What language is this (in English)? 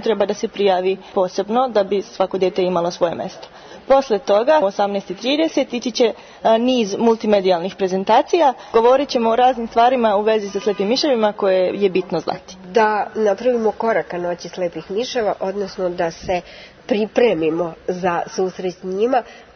Serbian